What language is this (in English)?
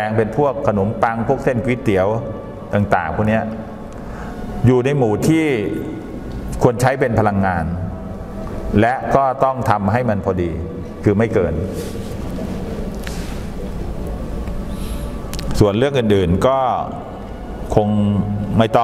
Thai